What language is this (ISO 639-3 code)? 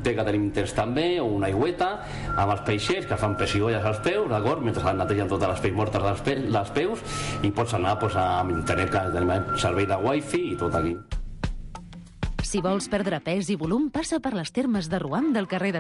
cat